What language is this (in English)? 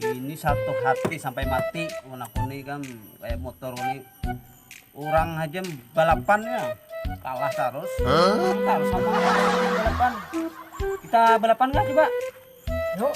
Banjar